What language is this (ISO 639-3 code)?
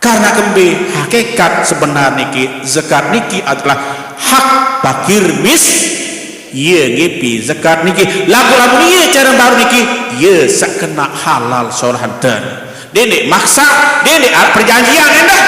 sas